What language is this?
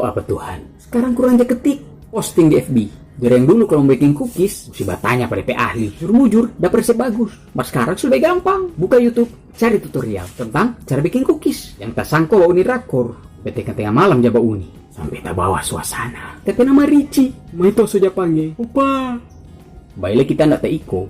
Manado Malay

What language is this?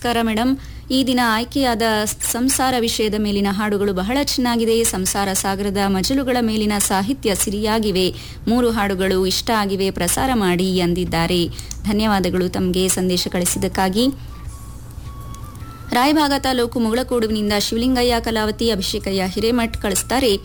Kannada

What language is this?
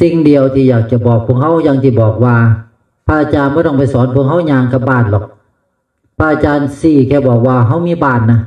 Northeastern Thai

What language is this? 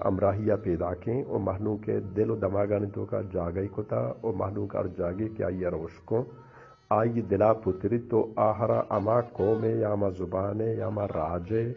Eastern Balochi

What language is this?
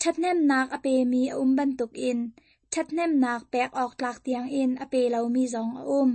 Hakha Chin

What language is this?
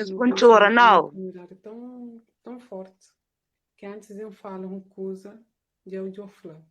Kabuverdianu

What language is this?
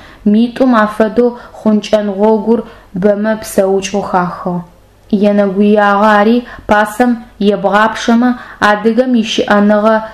Adyghe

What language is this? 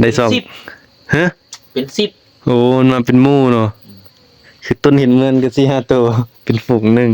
Northeastern Thai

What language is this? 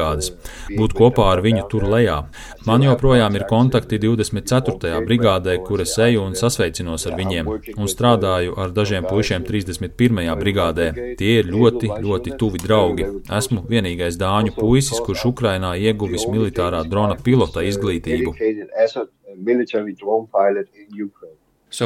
Latvian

